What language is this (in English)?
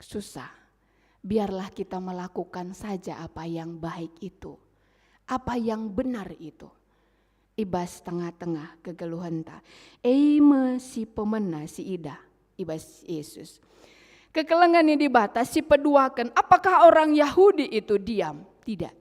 Batak Karo